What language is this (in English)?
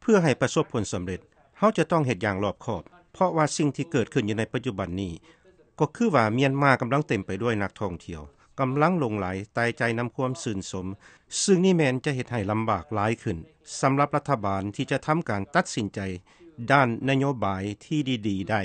Lao